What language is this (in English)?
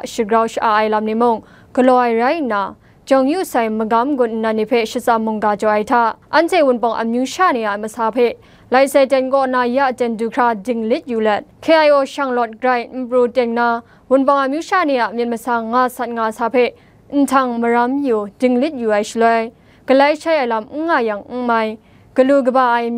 Kachin